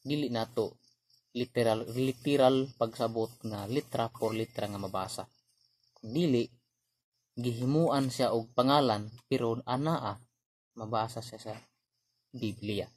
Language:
Cebuano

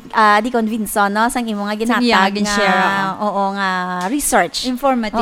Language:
Hiligaynon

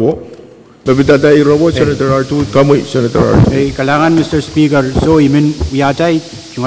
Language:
Pohnpeian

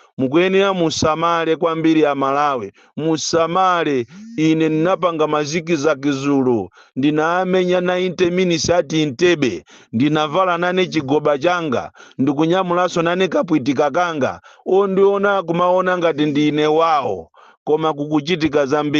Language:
Nyanja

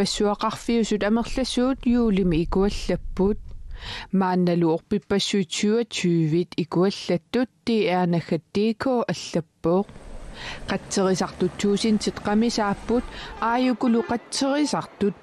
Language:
Kalaallisut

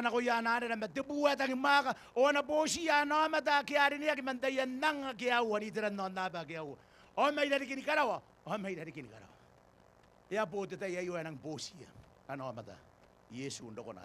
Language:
Gilbertese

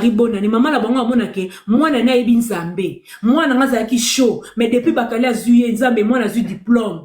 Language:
Lingala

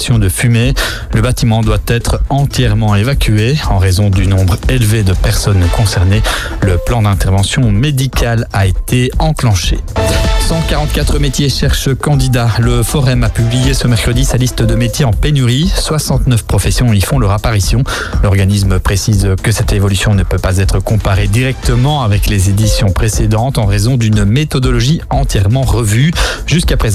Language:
French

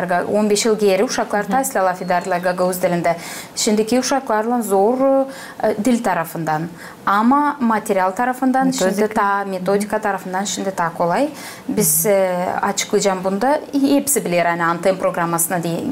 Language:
Gagauz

